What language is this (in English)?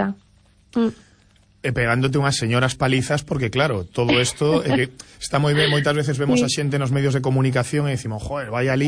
Galician